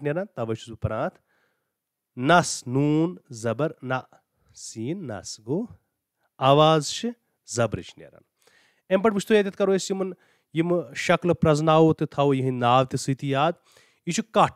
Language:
Kashmiri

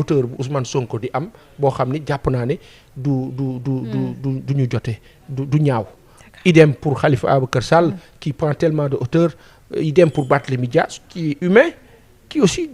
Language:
Wolof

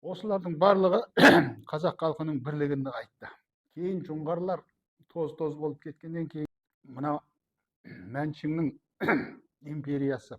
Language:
Kazakh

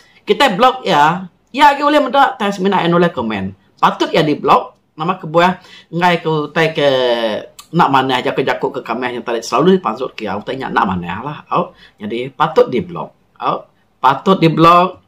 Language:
Iban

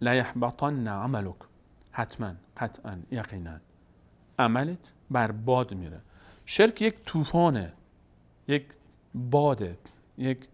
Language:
Persian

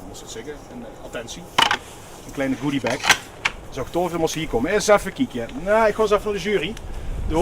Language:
Limburgish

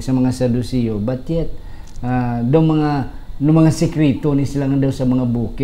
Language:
Hiligaynon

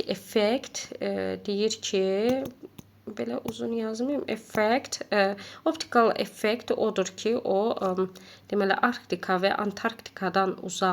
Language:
Azerbaijani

